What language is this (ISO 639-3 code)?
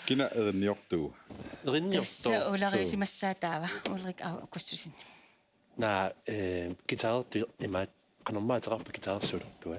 kal